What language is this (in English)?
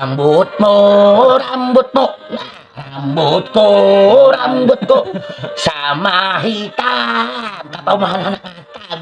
Banjar